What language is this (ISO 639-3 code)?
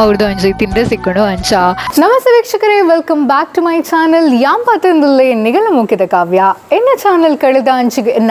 tcy